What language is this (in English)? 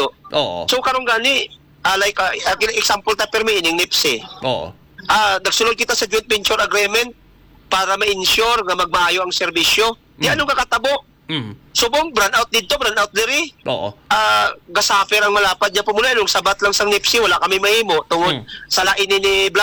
Hiligaynon